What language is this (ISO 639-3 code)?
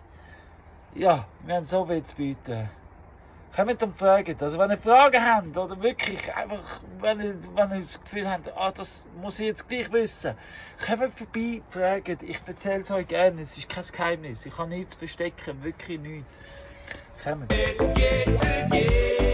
gsw